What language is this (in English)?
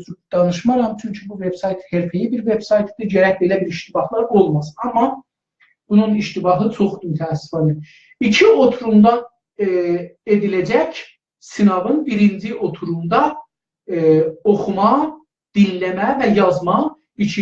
South Azerbaijani